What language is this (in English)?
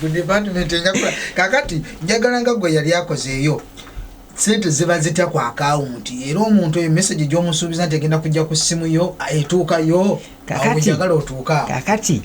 Ganda